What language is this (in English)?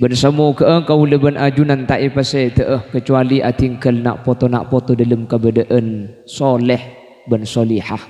Madurese